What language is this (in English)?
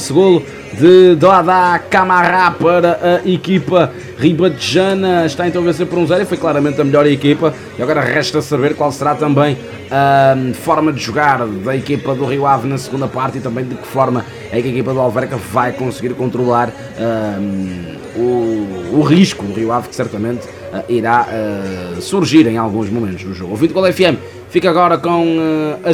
Portuguese